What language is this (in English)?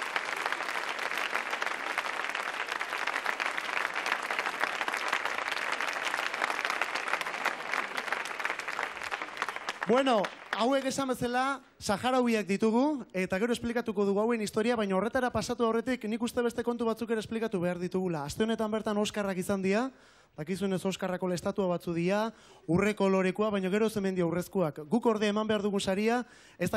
Basque